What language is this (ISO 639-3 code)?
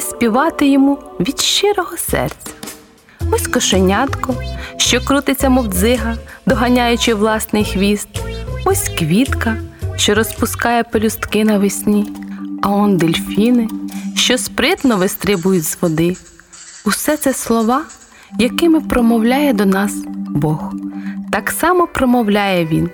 ukr